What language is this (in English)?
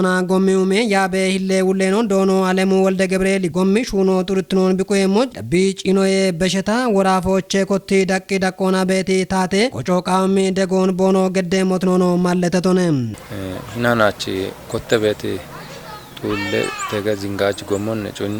Kafa